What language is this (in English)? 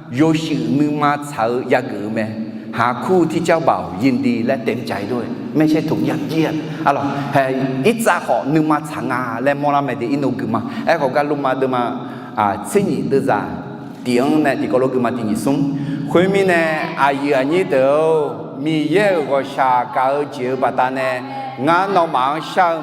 Akha